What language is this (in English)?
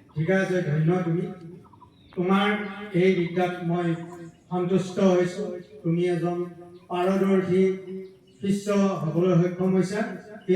Assamese